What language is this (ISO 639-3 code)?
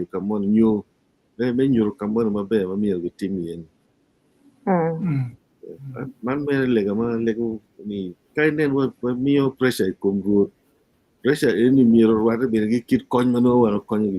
ach